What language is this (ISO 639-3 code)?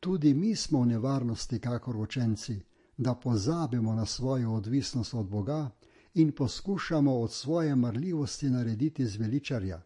slv